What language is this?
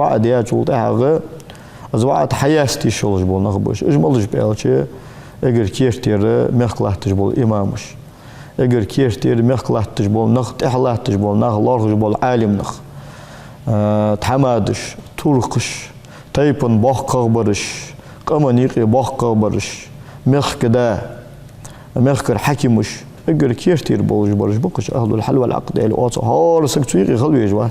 Ingush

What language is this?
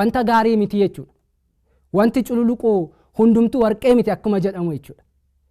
Oromo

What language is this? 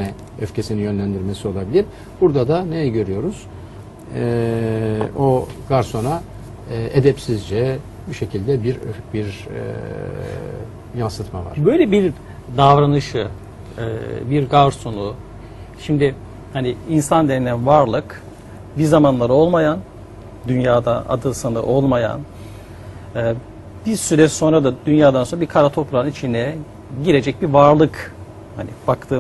Turkish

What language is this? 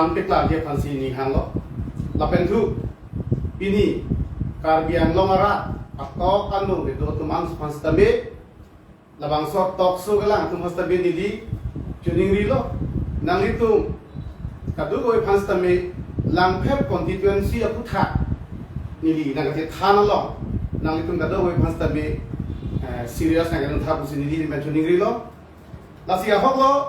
Karbi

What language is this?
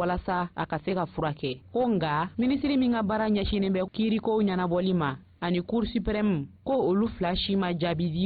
Bambara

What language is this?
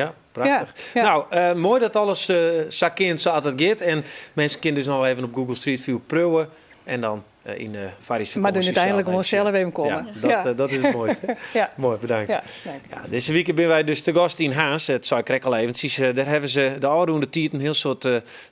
Western Frisian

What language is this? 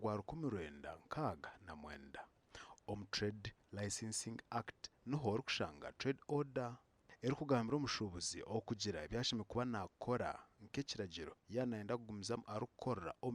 Nyankole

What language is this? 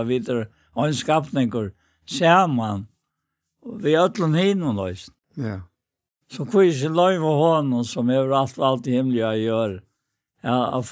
Faroese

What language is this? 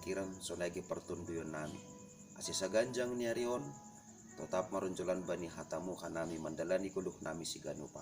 Batak Simalungun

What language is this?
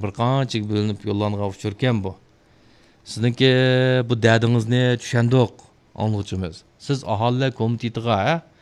Uyghur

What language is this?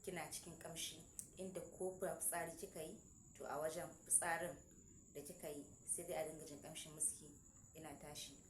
Hausa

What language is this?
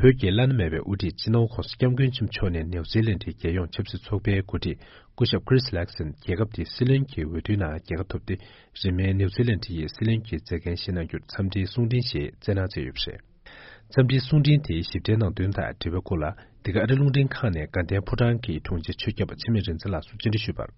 Tibetan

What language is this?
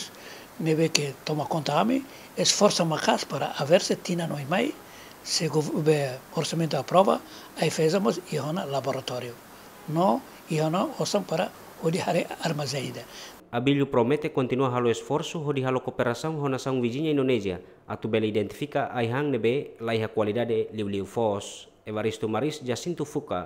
Tetum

